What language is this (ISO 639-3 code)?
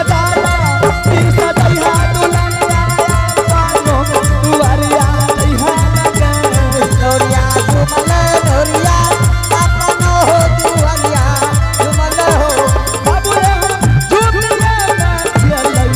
anp